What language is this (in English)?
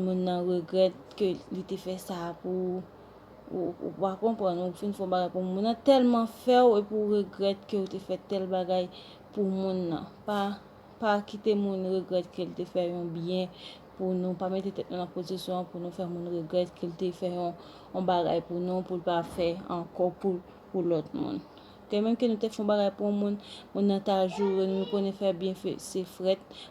Haitian Creole